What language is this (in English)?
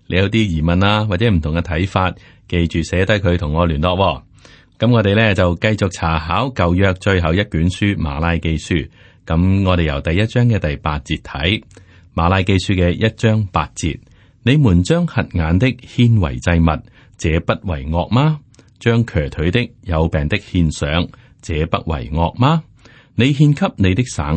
Cantonese